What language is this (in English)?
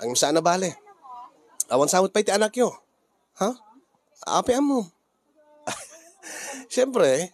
Iloko